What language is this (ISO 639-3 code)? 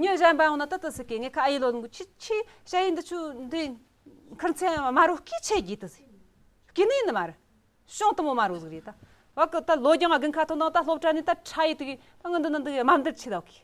bod